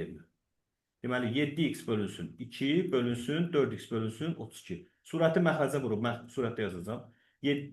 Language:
Azerbaijani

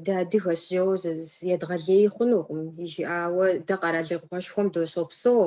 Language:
Kabardian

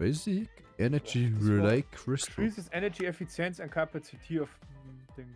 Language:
Bavarian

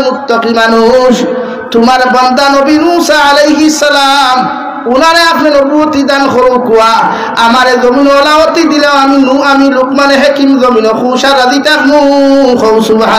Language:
Sylheti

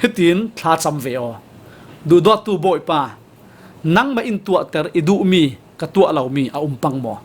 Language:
Falam Chin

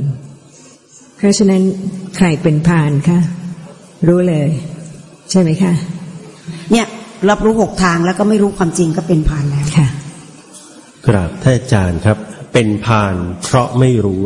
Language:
Thai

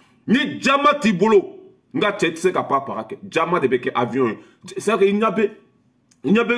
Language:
Bambara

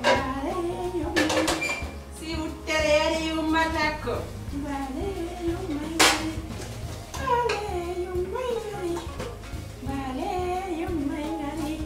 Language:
Pular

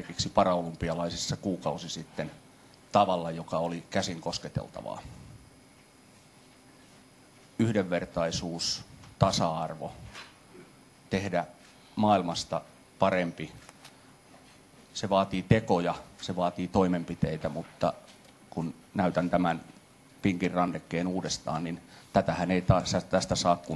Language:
Finnish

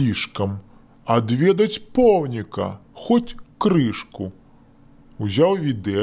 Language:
Belarusian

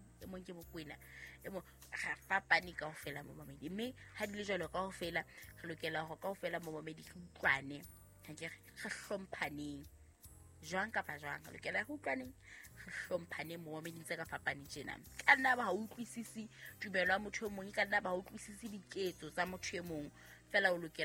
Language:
Southern Sotho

